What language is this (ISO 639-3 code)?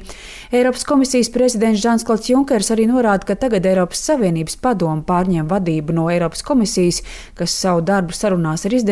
lav